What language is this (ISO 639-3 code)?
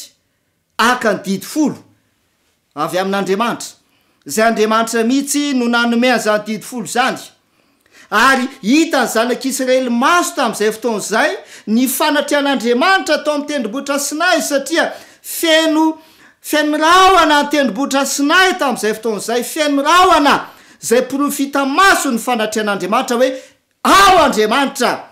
mlg